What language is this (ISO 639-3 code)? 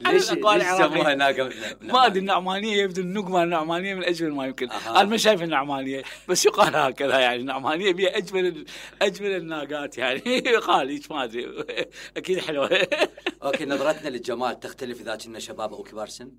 acm